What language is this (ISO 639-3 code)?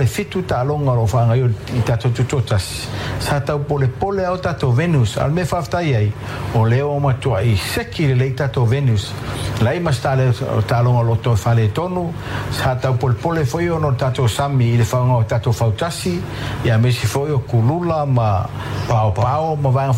smo